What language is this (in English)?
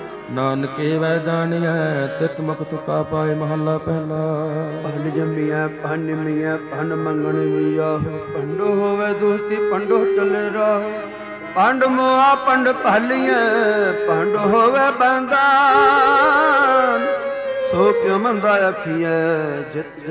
Punjabi